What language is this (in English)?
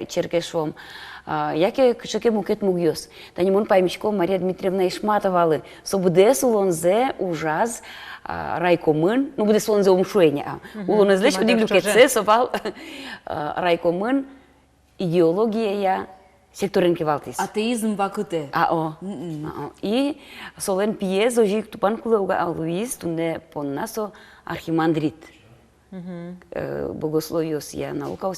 Udmurt